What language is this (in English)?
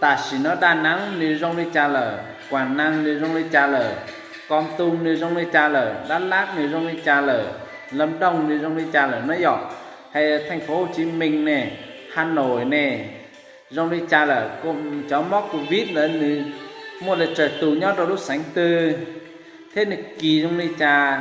Hmong